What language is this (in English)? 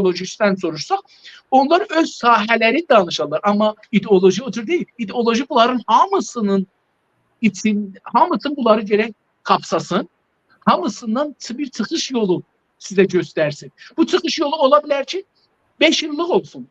South Azerbaijani